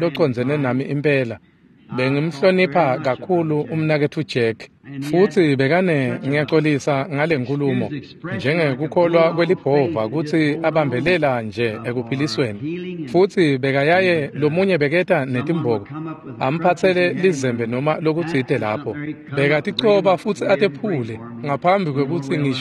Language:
Swati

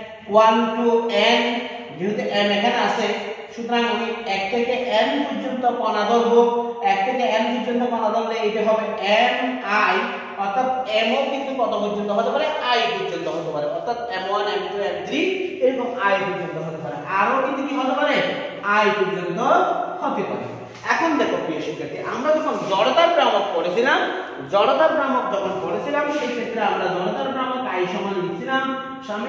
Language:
Bangla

